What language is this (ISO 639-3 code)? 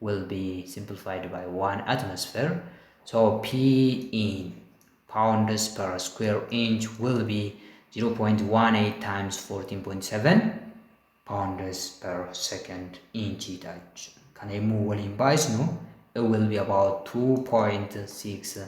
orm